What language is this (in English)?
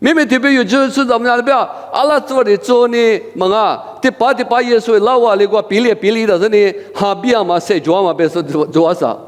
Lisu